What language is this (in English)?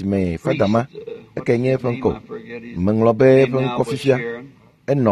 Ewe